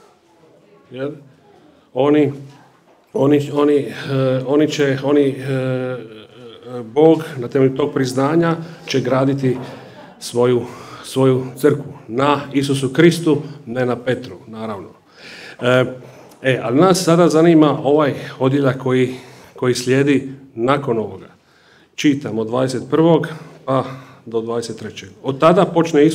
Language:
Croatian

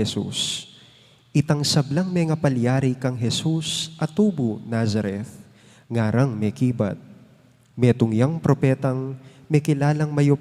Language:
Pampanga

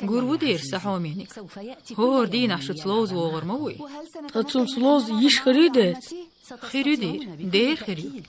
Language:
Chechen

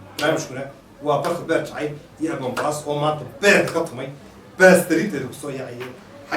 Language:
Somali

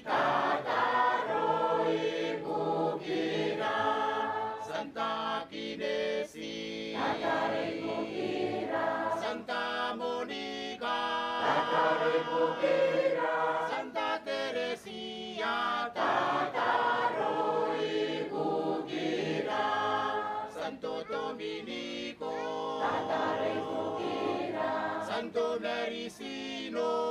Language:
Gilbertese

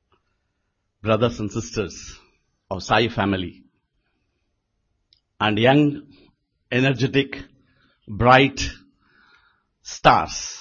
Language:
Telugu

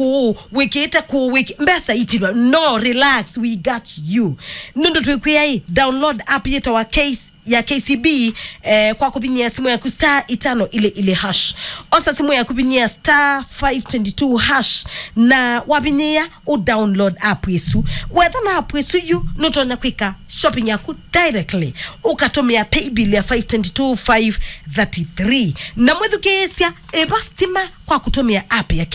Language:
Kamba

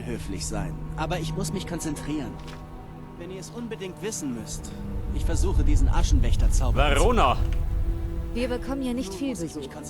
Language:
Bavarian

